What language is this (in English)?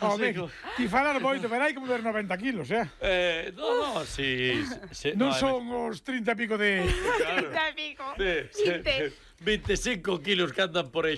Galician